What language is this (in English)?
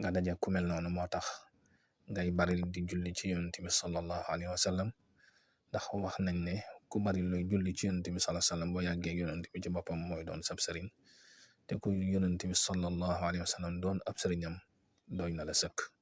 Wolof